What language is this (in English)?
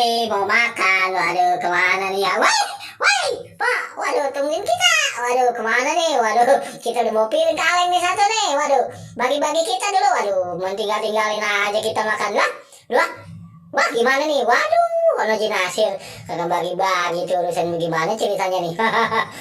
Betawi